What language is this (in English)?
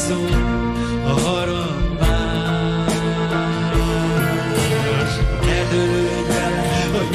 Hungarian